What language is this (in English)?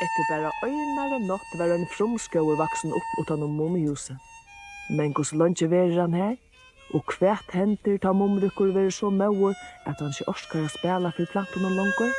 Faroese